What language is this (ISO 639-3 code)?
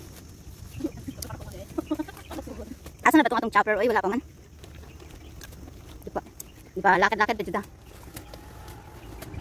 fil